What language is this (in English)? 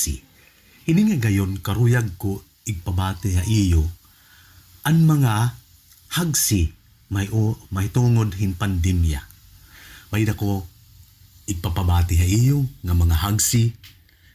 Waray